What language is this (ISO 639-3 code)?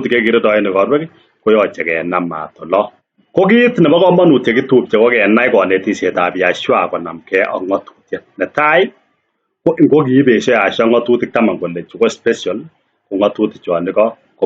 kln